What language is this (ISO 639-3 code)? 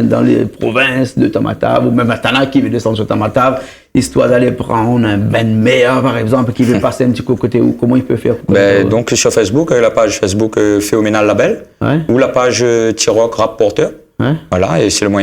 rcf